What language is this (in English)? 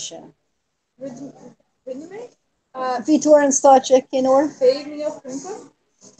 Irish